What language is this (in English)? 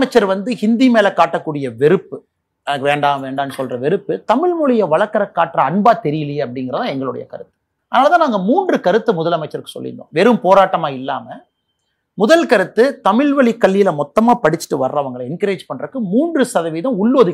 Tamil